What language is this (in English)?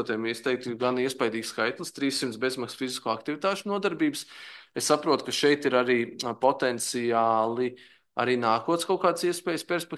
Latvian